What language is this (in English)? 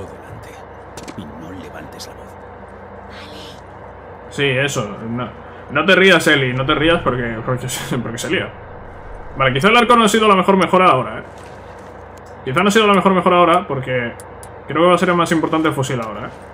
Spanish